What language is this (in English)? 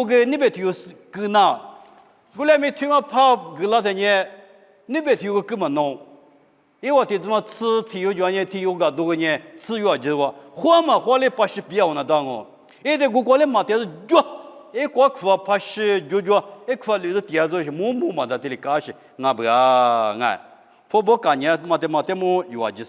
Lisu